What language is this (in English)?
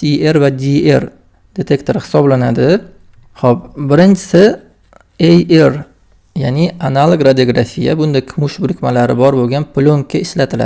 Uzbek